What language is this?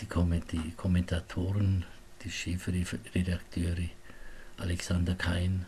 Bavarian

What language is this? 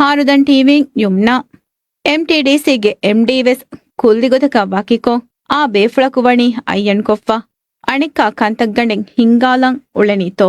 Divehi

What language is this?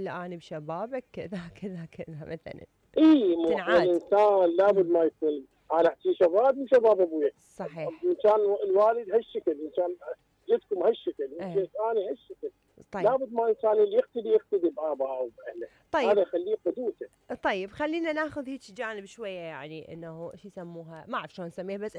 Mesopotamian Arabic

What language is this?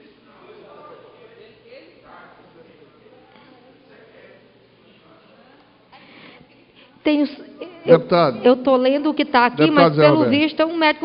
Portuguese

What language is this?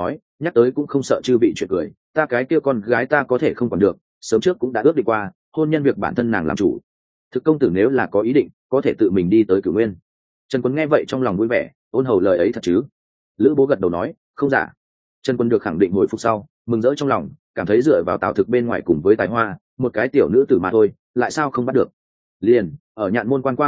Vietnamese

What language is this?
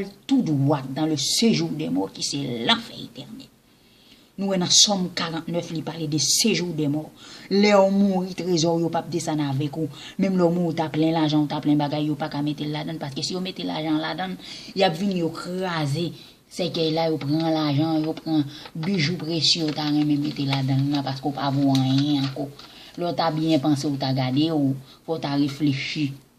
Haitian Creole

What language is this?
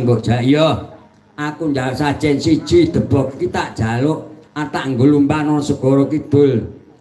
Javanese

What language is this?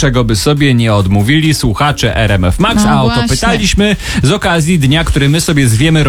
Polish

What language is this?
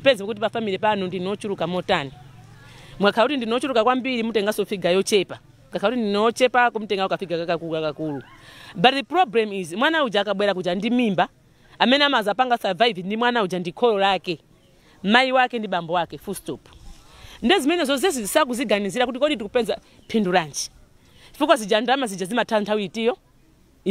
Nyanja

